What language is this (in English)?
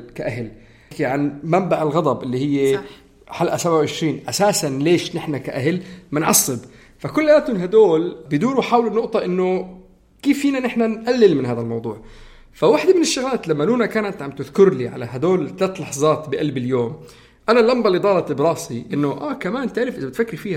North Levantine Arabic